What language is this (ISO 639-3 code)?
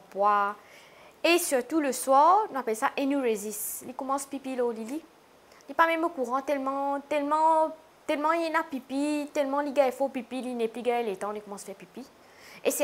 mfe